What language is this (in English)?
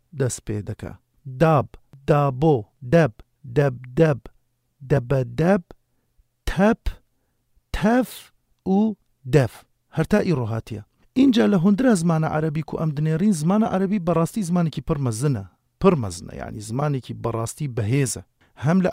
Kurdish